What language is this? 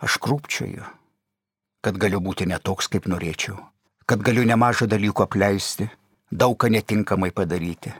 Lithuanian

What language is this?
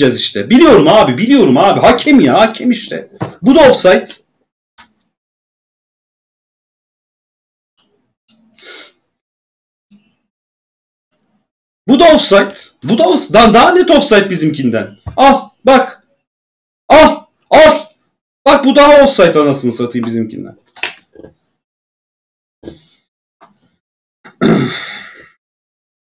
Turkish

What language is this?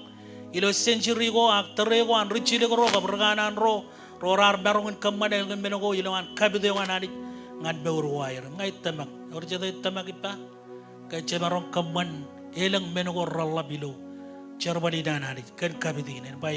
Marshallese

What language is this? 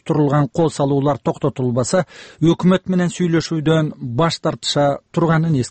Kyrgyz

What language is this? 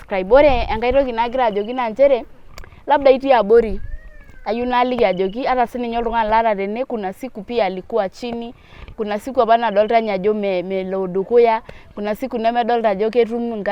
Masai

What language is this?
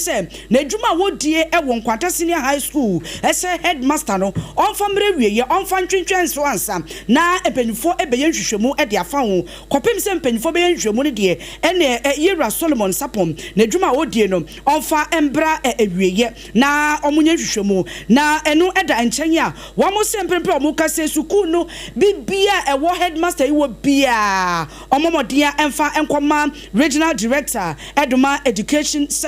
Akan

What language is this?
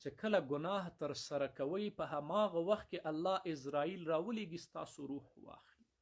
Pashto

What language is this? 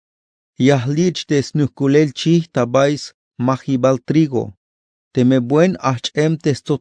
Tzeltal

